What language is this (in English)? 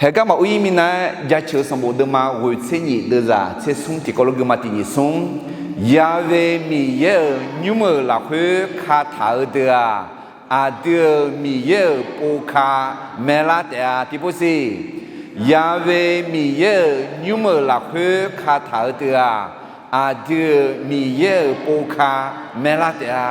Akha